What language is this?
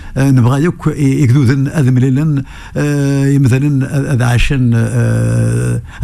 Kabyle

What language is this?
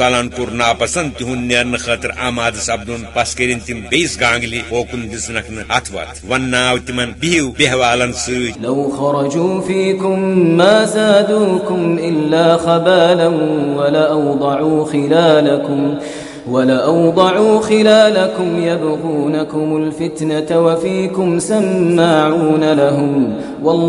Kashmiri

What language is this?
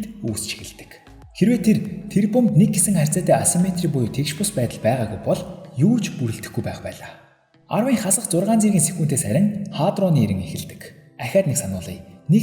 Mongolian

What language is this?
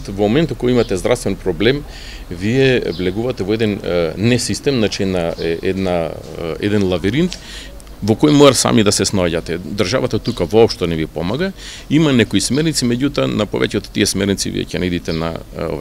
Macedonian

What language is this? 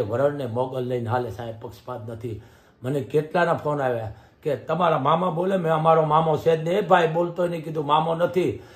Gujarati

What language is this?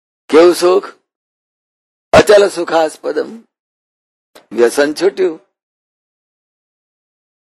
Gujarati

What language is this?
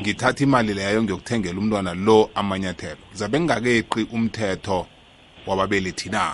South Ndebele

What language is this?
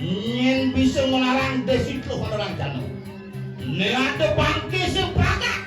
Balinese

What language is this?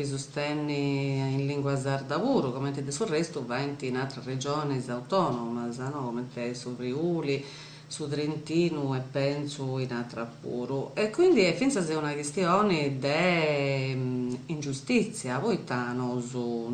Sardinian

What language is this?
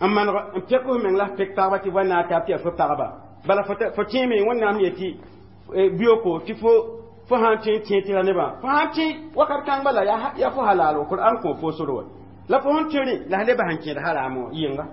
Mossi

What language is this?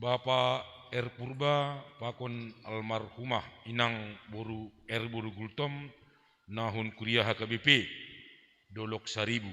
Batak Simalungun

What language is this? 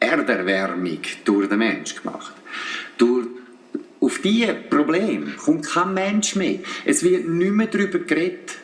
Swiss German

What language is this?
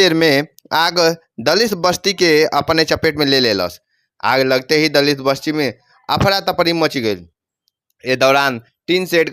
Bhojpuri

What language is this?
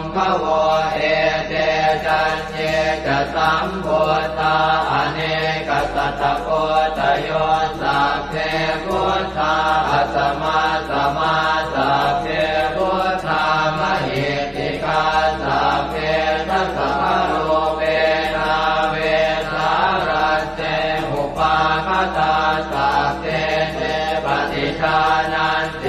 Pali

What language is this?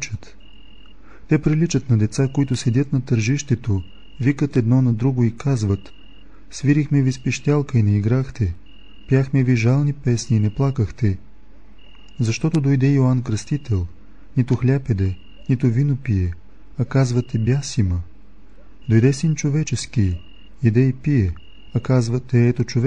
Bulgarian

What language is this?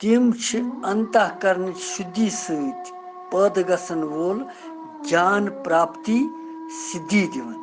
Kashmiri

